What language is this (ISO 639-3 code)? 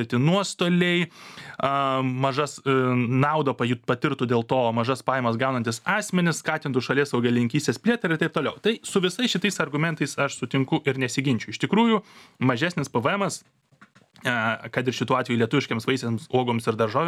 lit